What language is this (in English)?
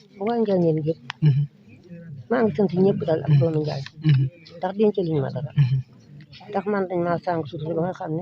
Wolof